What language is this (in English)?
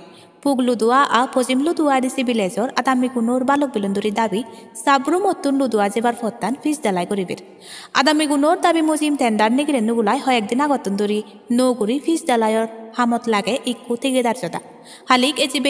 Chakma